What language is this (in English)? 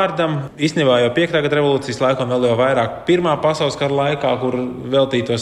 Latvian